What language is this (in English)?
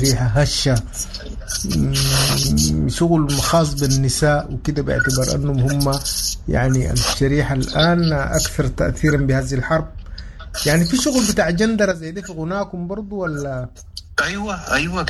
Sudanese Arabic